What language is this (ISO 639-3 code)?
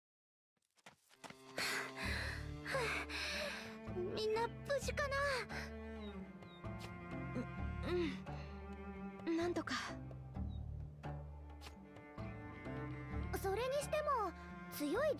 jpn